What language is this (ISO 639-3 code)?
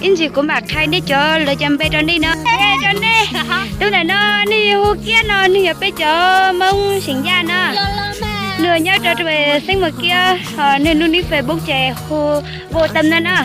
hmn